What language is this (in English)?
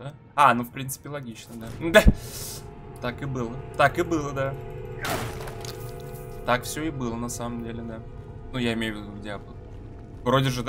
Russian